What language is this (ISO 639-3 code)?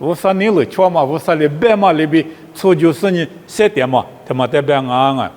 lis